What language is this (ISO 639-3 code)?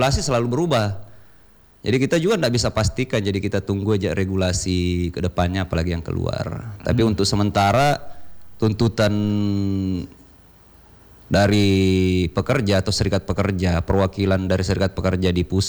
ind